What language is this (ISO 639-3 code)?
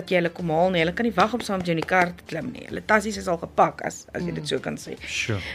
afr